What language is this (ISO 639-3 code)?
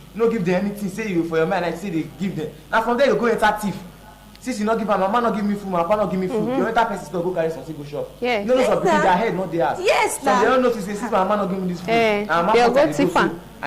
pcm